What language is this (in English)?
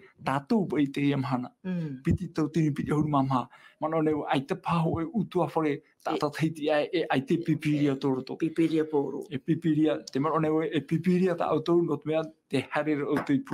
Tahitian